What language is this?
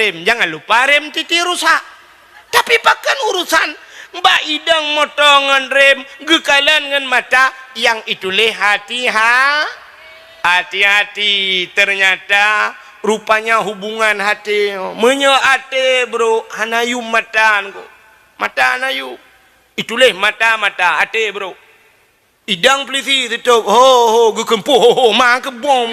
Achinese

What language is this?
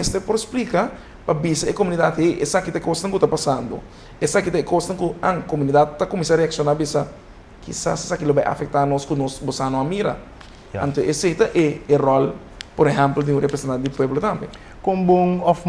Papiamento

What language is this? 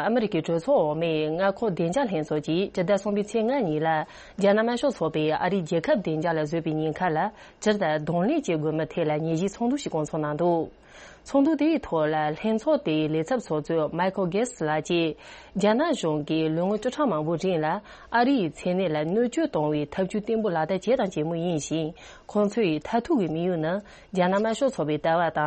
Tibetan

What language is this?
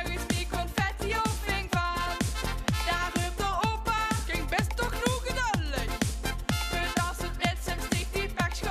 Limburgish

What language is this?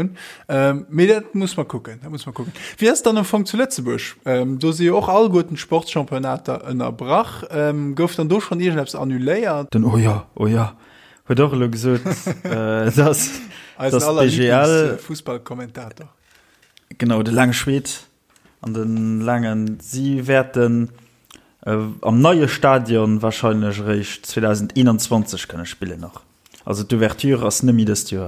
Luxembourgish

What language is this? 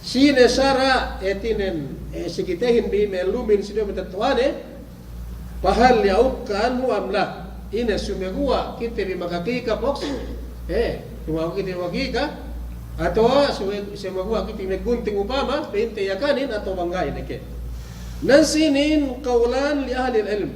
Yakan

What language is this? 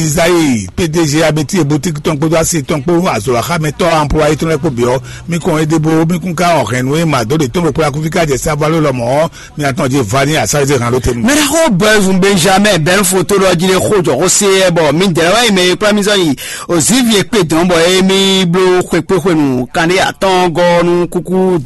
Fon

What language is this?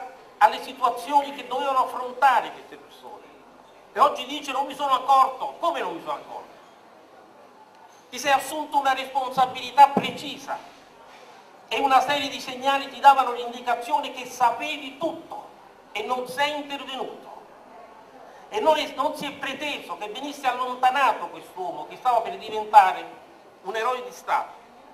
Italian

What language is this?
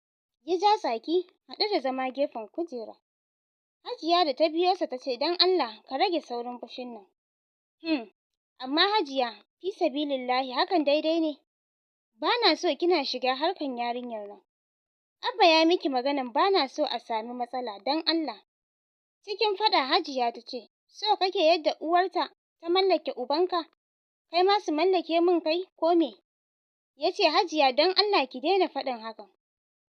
Hausa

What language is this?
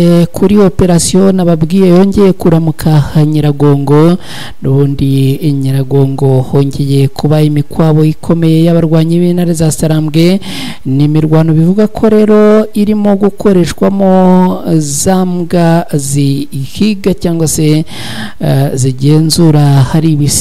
Kinyarwanda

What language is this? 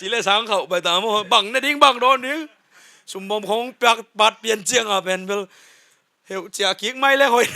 Tedim Chin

